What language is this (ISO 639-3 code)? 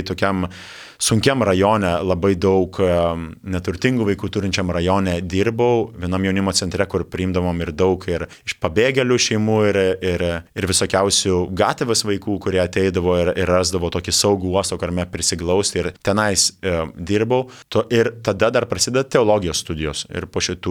lit